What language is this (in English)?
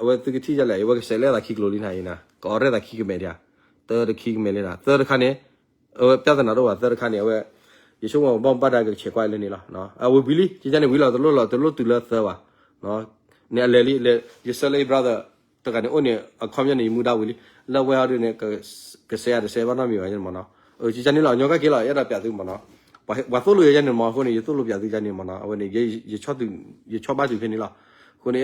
S'gaw Karen